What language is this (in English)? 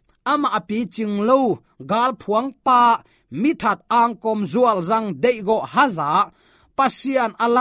Tedim Chin